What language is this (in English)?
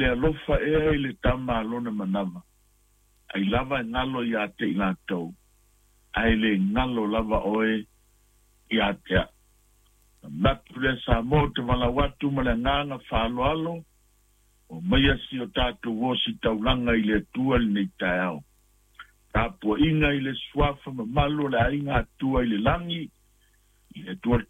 Samoan